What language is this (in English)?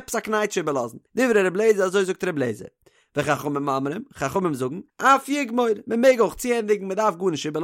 Yiddish